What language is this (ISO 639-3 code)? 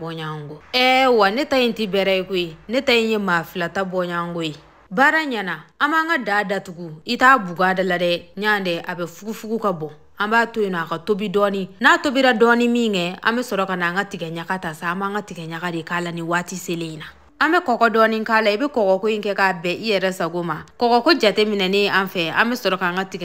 bam